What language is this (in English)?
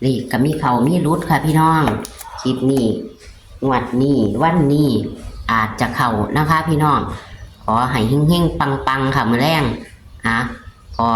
Northeastern Thai